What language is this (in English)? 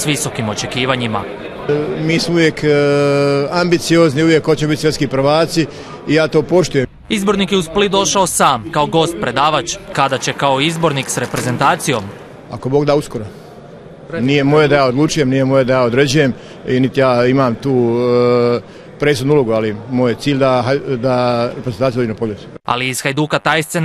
Croatian